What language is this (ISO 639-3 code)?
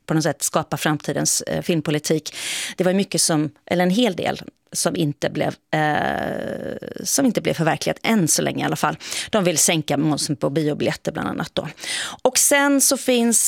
swe